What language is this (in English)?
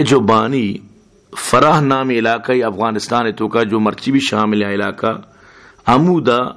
Baluchi